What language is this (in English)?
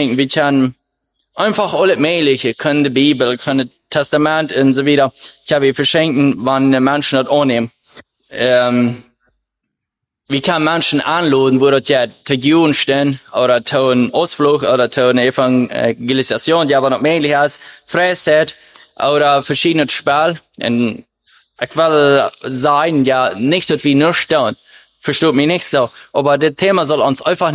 German